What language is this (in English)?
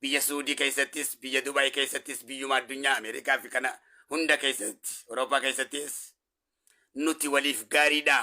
Oromo